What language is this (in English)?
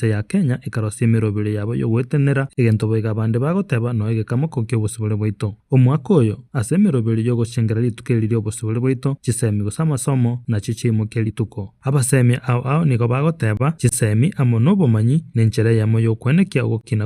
Gusii